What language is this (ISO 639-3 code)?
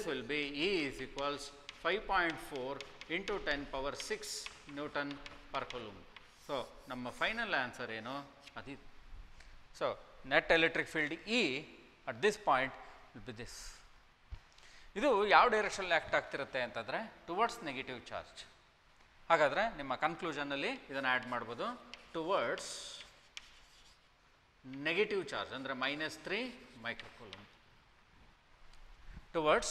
kan